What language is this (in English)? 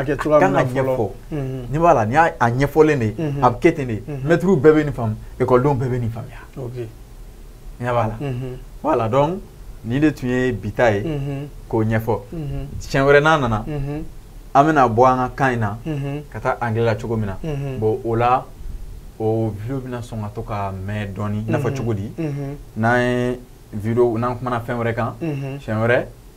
Bambara